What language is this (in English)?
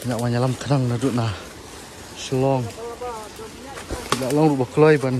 Khasi